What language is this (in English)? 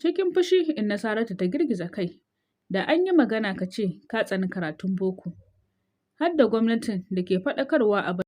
Hausa